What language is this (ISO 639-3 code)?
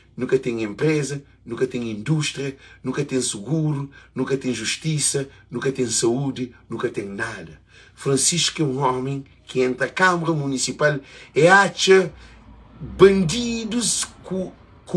kea